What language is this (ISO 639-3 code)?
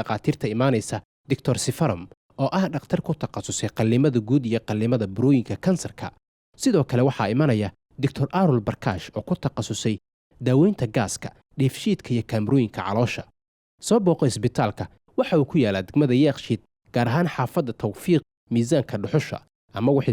som